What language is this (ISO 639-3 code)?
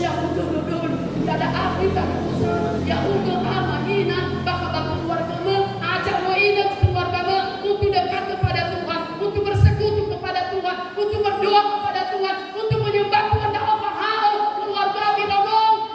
nia